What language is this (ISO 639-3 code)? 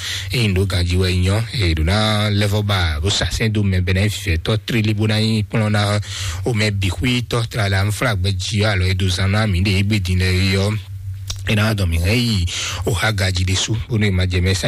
fon